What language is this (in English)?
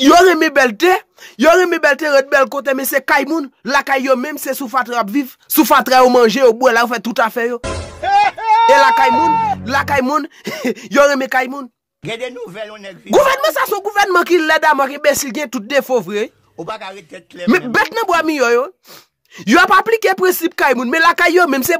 Haitian Creole